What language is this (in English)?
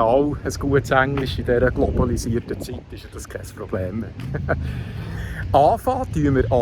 Swiss German